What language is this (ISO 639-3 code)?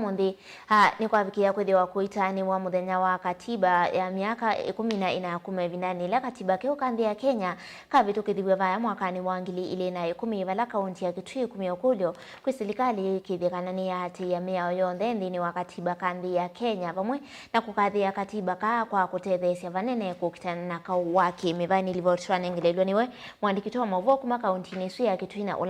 kam